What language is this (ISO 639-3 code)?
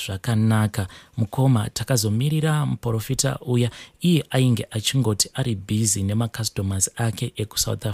sna